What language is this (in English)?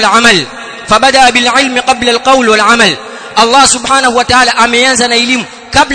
Swahili